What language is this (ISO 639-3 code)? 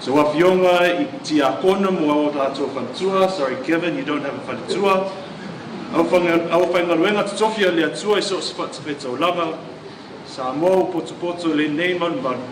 smo